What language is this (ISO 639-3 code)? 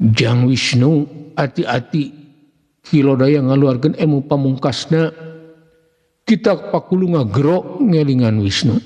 sun